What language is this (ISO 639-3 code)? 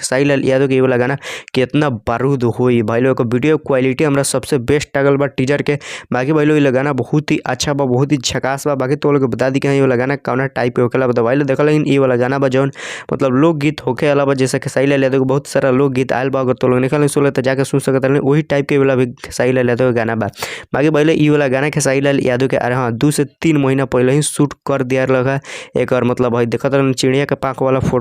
bho